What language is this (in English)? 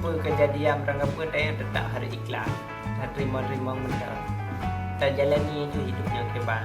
Achinese